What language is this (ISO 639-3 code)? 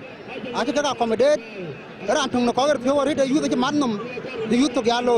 din